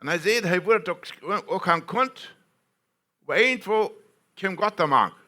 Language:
Plautdietsch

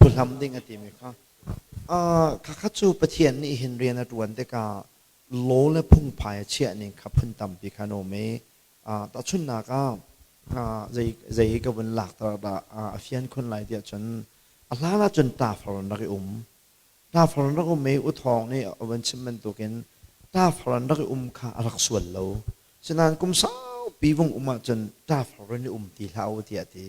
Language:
Hakha Chin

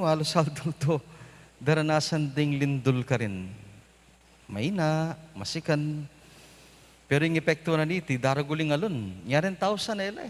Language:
Pampanga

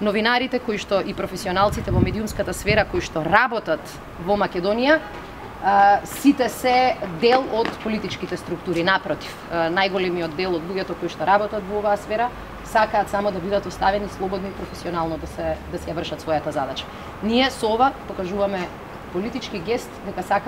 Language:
Macedonian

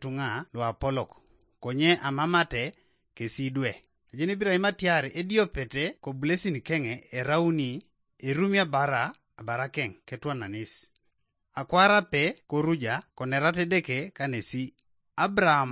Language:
Teso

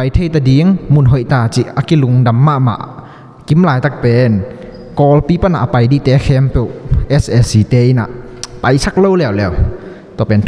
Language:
Tedim Chin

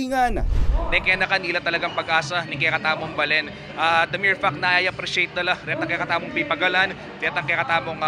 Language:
Pampanga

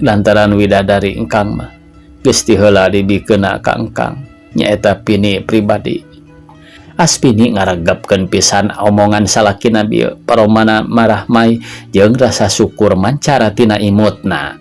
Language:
Sundanese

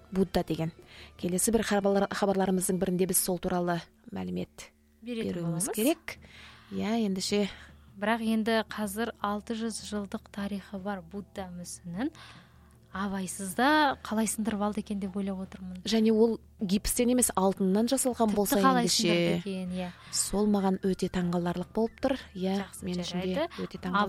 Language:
Kazakh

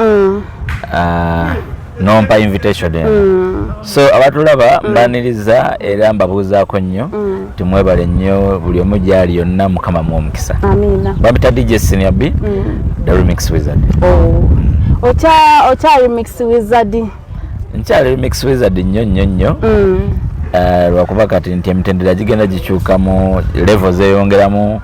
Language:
Ganda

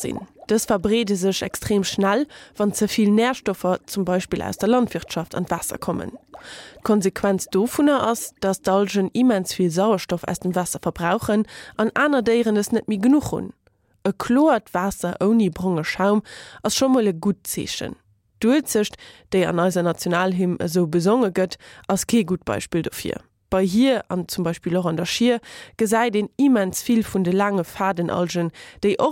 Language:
Luxembourgish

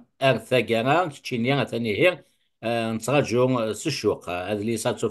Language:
Kabyle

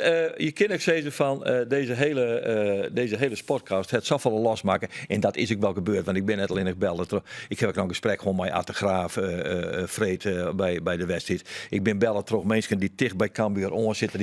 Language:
Western Frisian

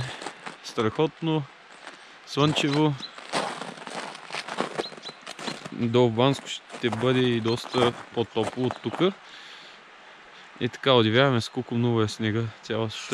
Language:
Bulgarian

